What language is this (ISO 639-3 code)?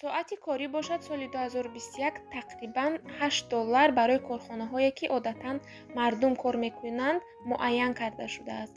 tgk